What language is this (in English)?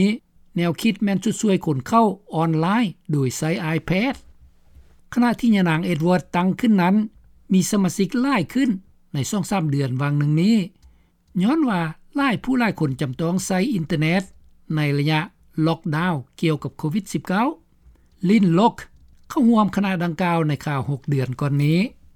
Lao